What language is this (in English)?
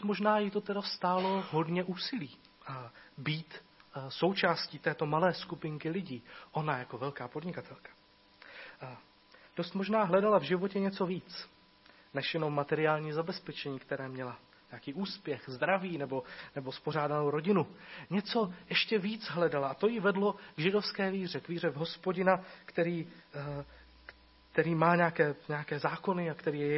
Czech